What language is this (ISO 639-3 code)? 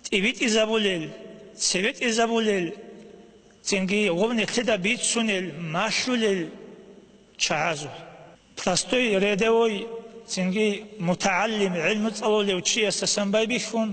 ava